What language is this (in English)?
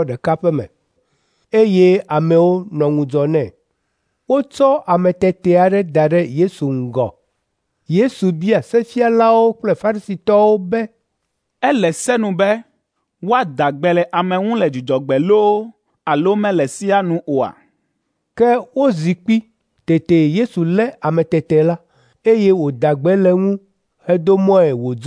Ewe